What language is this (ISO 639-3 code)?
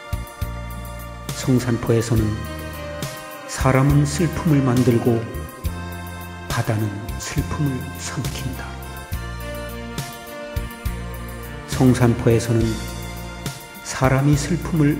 kor